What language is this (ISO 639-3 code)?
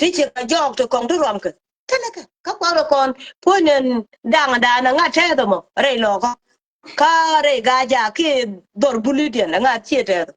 nus